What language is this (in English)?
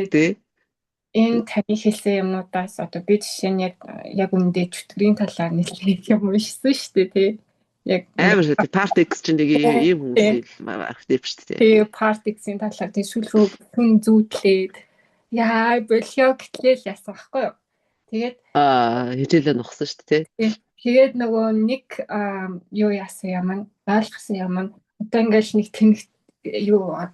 Mongolian